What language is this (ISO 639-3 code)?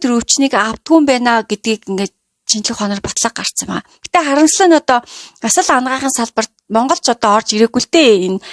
mon